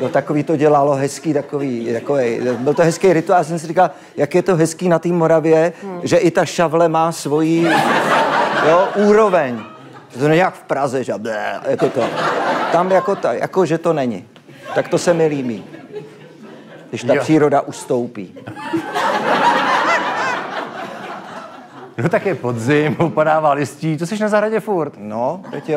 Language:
Czech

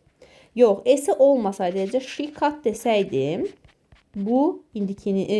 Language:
Azerbaijani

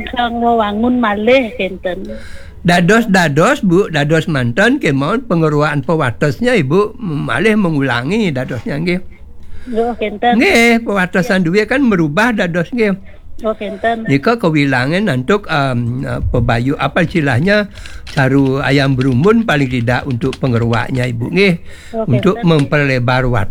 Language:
Balinese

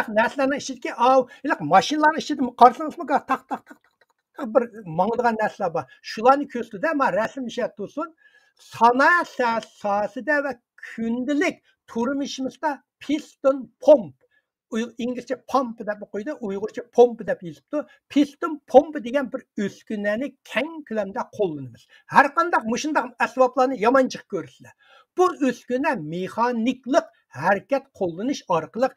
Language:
Uyghur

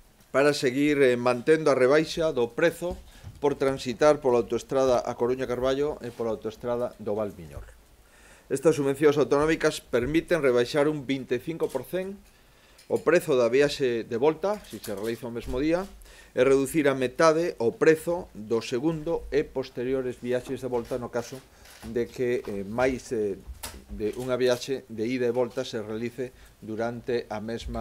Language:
Galician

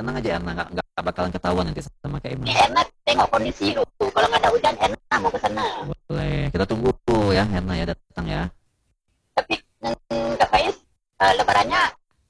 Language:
Indonesian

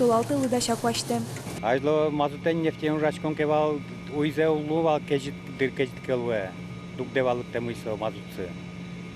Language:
Udmurt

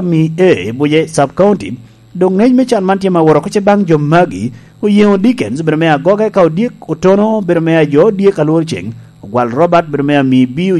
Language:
Lango (Uganda)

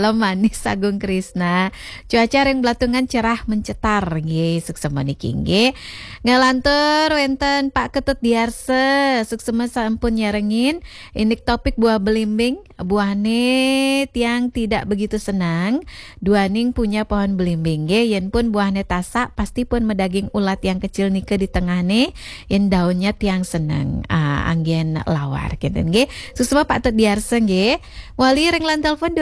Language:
Balinese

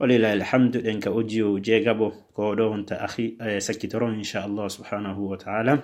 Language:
Fula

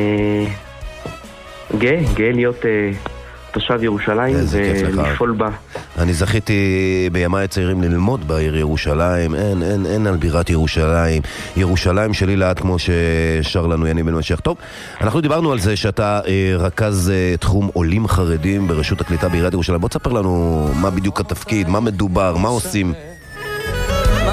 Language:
Hebrew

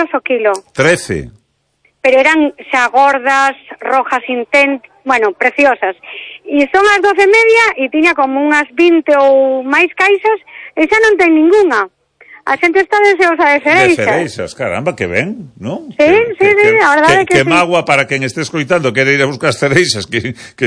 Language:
Galician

